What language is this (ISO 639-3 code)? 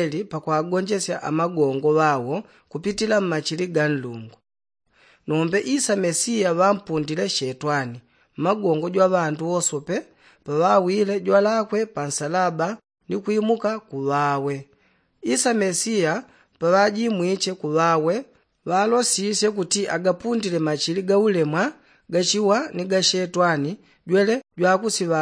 yao